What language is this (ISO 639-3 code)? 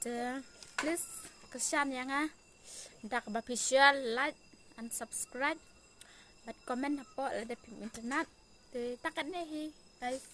kha